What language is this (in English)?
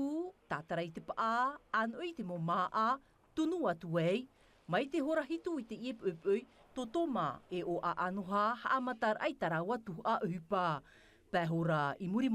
Tahitian